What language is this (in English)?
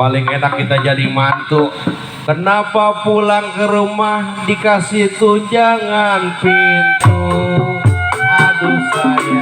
Betawi